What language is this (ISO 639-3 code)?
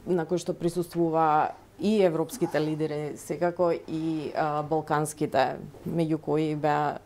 mkd